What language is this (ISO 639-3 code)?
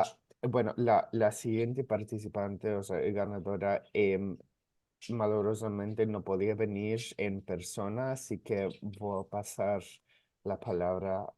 lad